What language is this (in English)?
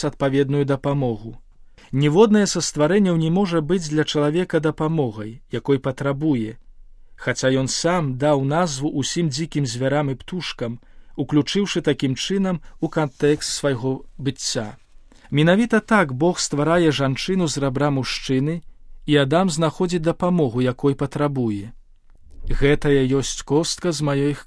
Belarusian